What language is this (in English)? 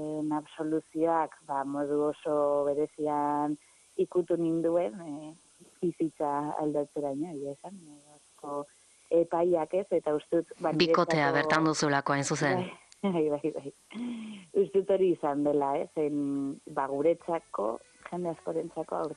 Basque